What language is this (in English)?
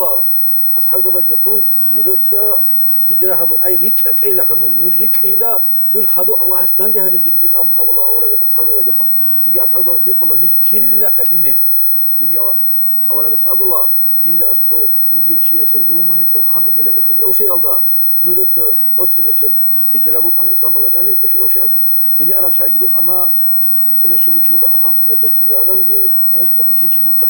Avaric